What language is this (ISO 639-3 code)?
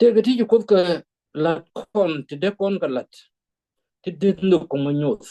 nus